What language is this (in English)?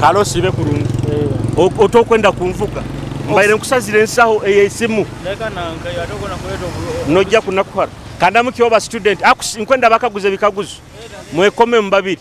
Nyoro